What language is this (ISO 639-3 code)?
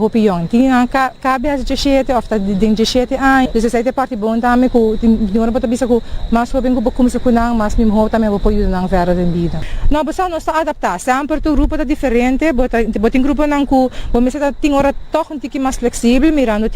pap